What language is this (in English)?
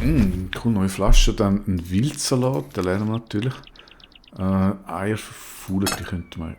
Swiss German